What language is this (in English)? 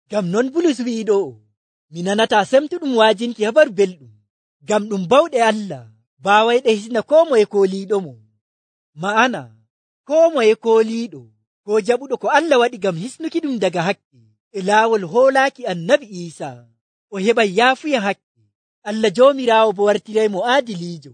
Nigerian Fulfulde